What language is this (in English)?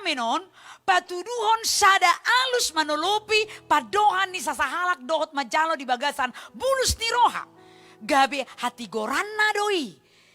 Batak Toba